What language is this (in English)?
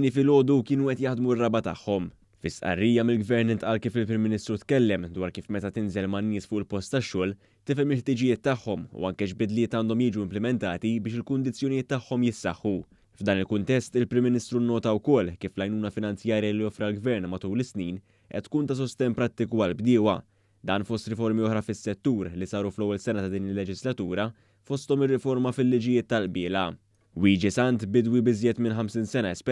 Maltese